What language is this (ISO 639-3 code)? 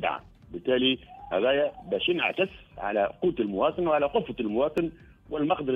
aeb